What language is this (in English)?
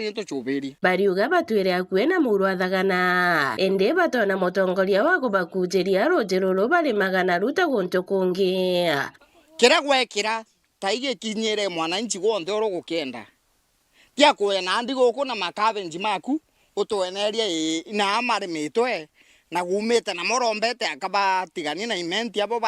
Meru